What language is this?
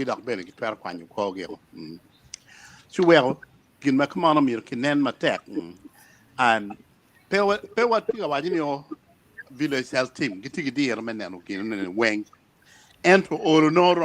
Acoli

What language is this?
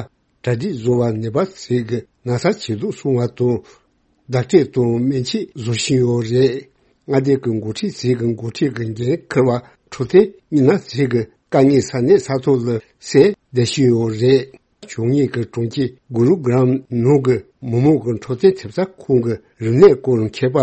Tibetan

